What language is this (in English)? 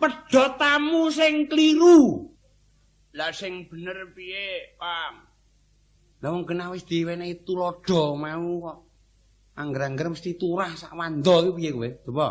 Javanese